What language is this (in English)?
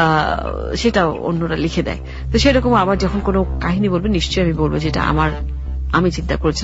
Bangla